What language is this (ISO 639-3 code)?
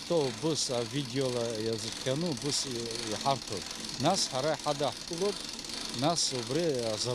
abk